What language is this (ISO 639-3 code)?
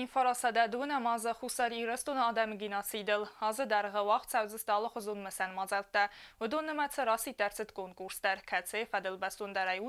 oss